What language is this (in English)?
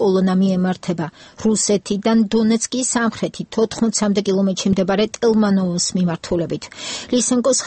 Georgian